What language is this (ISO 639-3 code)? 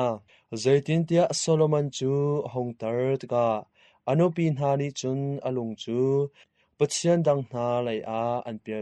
cnh